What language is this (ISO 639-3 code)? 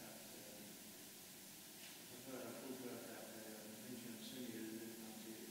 fao